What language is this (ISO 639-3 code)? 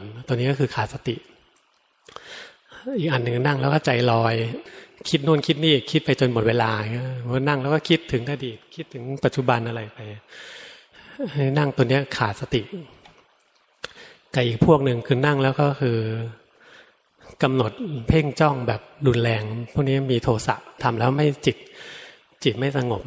tha